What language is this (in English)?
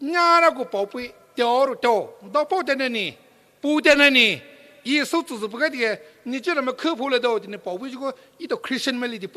Poumei Naga